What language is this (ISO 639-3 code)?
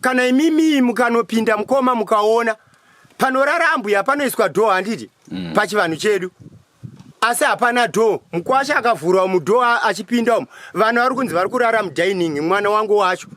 sna